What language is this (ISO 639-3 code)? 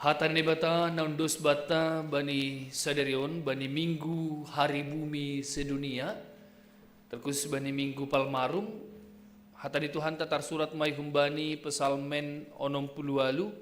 bts